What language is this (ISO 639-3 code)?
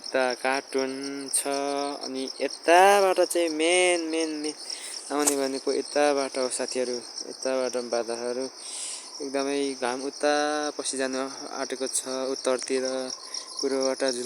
nep